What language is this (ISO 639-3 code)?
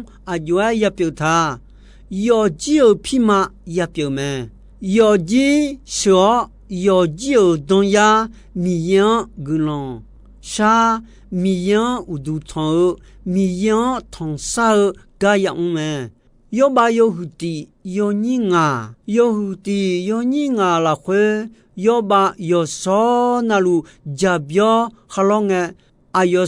ahk